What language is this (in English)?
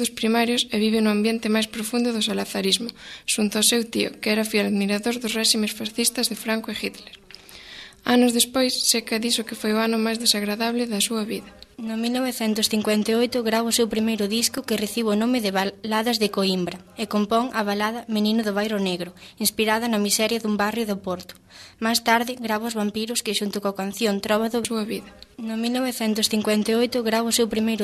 Galician